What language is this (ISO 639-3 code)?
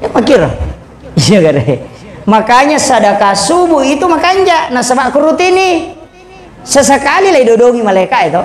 bug